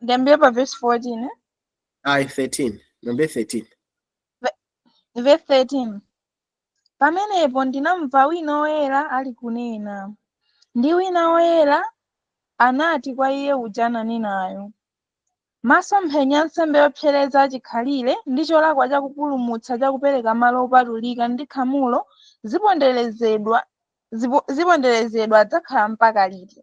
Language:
Nyanja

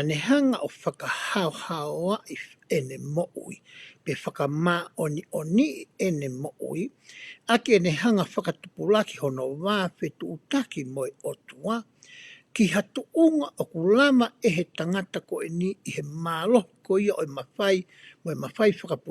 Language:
Tongan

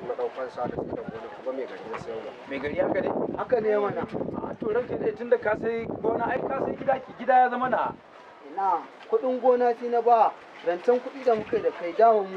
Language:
Hausa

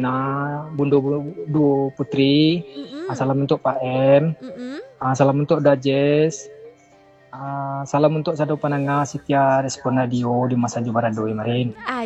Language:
Minangkabau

